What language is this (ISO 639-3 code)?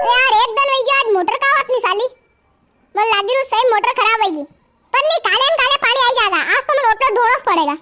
raj